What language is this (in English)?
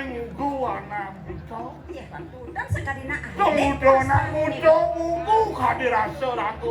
Balinese